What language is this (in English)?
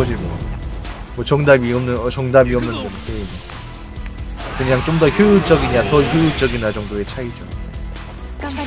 Korean